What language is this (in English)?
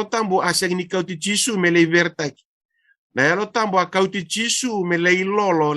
Fijian